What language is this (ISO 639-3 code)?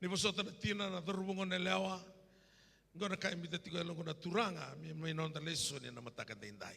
fij